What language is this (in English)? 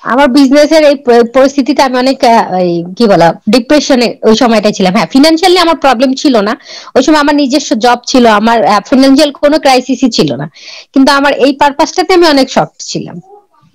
Bangla